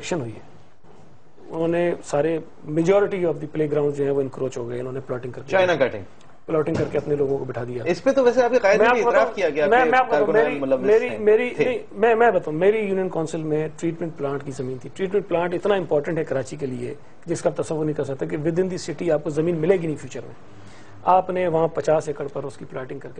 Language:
Urdu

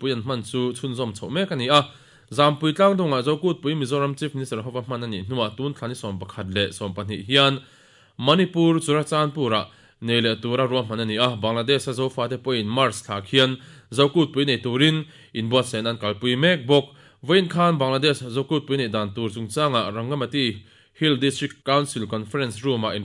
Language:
Mizo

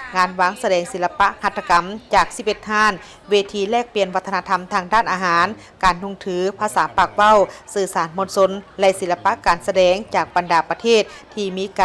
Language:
Lao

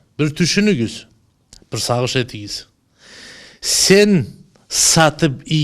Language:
Karachay-Balkar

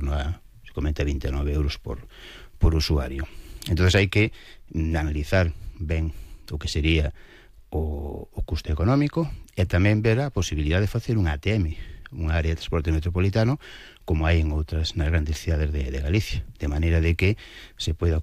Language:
Galician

